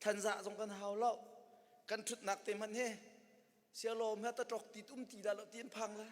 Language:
Hakha Chin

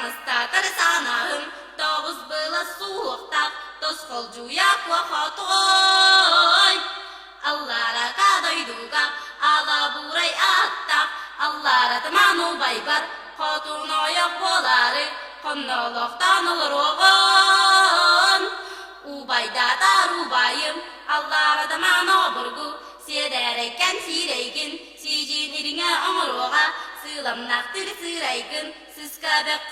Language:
Yakut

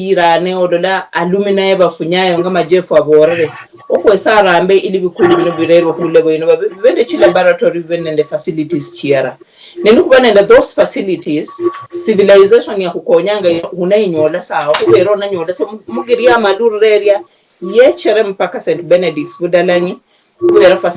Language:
Luyia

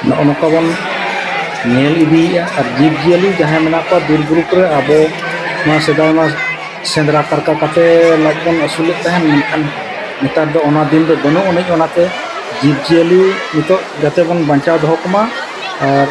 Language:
Santali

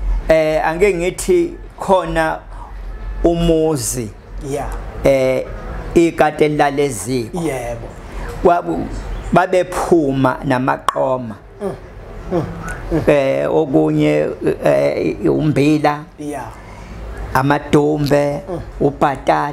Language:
Zulu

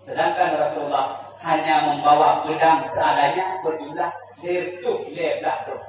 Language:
Achinese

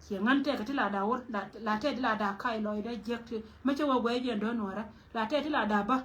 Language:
Nuer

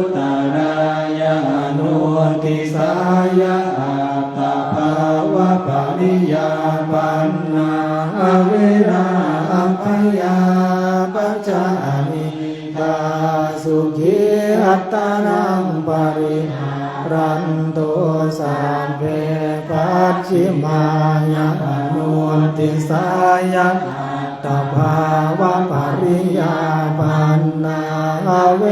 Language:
Pali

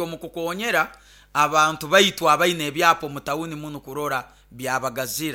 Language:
Nyoro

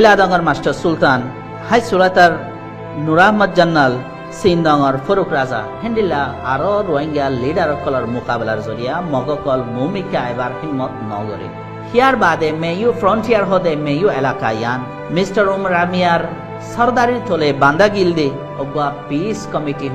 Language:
Rohingya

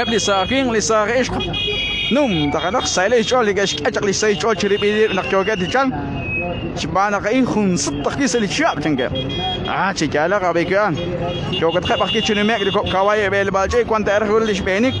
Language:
Kekchí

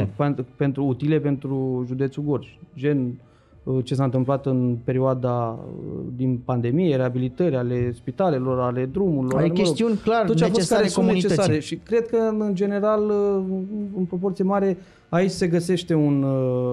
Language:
Romanian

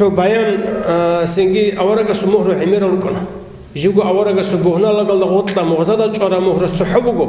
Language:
Avaric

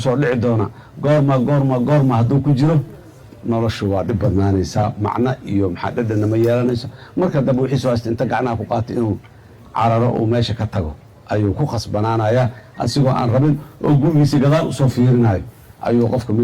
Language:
Somali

